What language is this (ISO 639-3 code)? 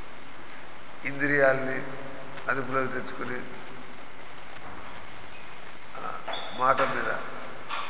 tel